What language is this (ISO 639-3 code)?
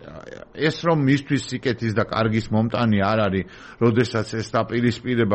kat